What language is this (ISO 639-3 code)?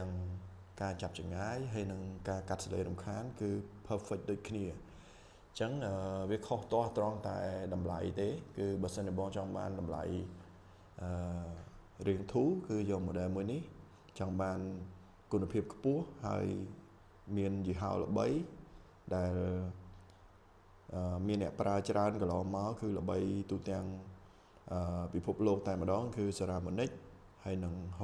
khm